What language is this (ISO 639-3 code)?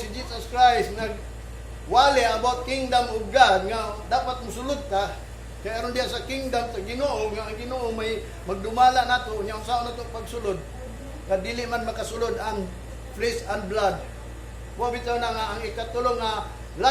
ceb